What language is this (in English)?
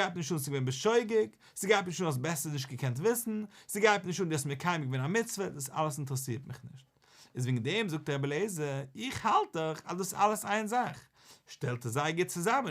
Yiddish